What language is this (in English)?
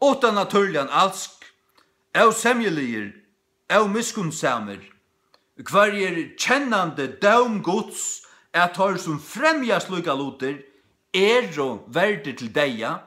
Faroese